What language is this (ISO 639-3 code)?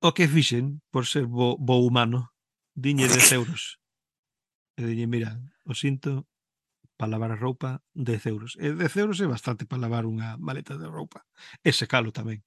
glg